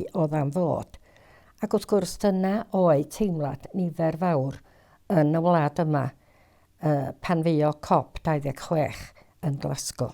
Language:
Welsh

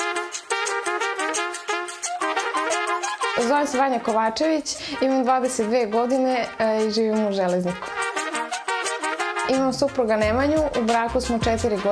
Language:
Serbian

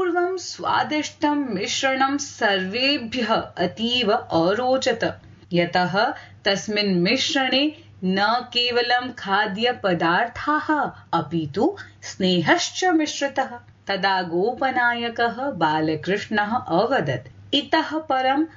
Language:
Sanskrit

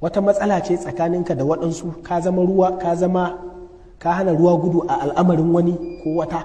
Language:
Hausa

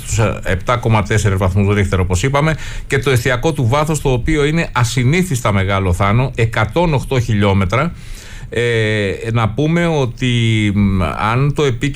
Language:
Greek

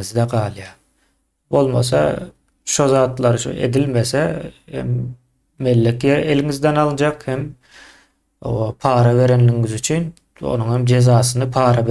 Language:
Turkmen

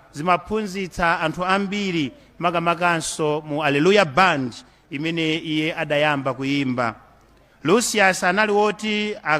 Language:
Nyanja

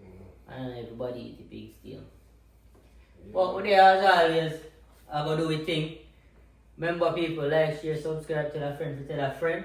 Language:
Jamaican Creole English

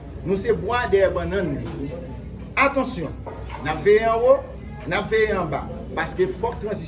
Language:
Haitian Creole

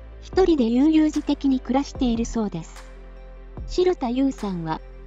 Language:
Japanese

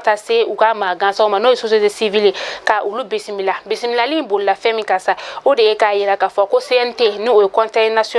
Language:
Bambara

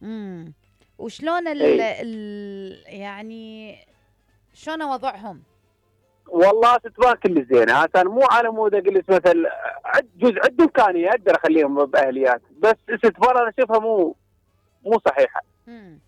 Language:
Mesopotamian Arabic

